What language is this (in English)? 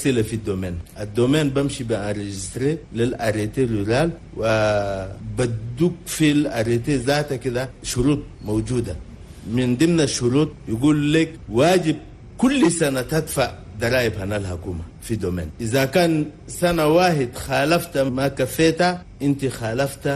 Chadian Arabic